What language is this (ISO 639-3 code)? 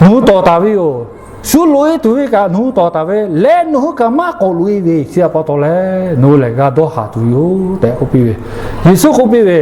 lhu